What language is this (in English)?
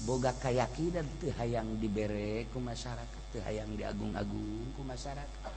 Sundanese